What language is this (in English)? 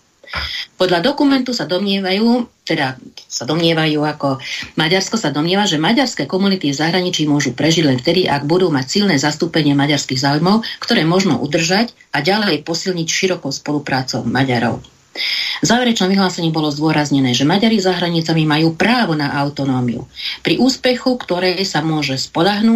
Slovak